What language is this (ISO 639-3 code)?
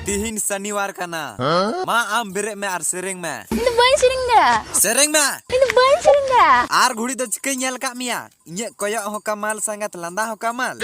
sat